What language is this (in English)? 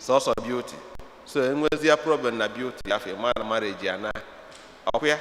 Igbo